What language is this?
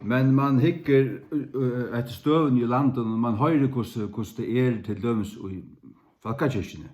Faroese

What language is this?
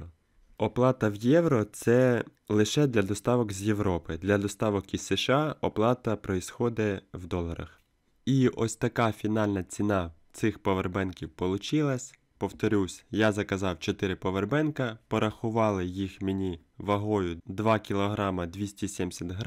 Ukrainian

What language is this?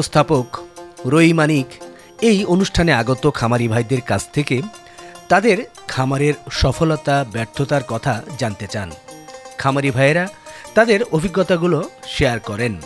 Bangla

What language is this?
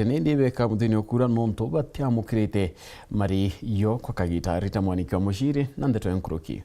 Meru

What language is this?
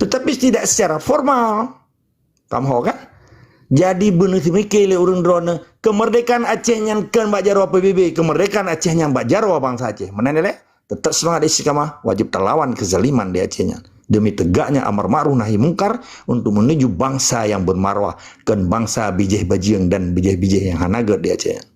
Achinese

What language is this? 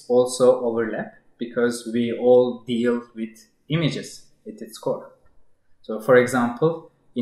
English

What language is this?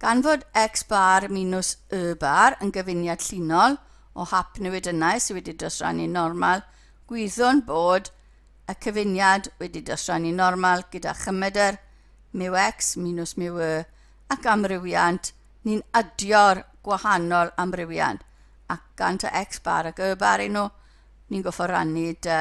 Welsh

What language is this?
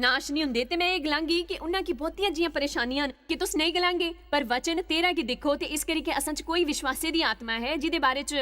Dogri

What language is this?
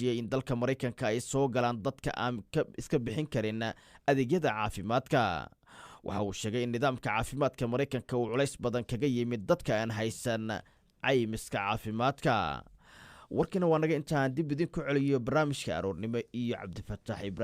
Somali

